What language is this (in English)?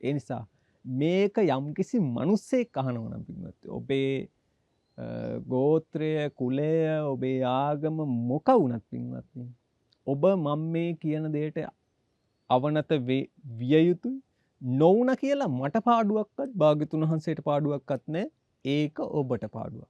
Sinhala